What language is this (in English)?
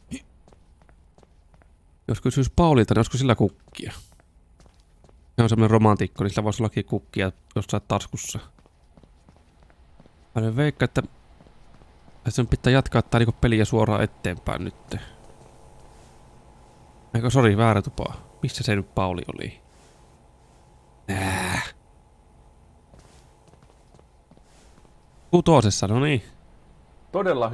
Finnish